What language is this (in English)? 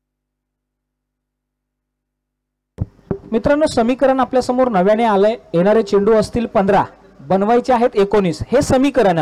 Marathi